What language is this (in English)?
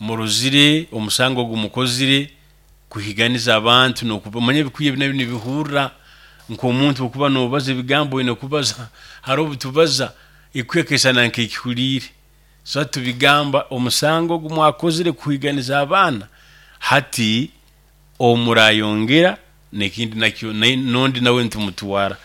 Nyoro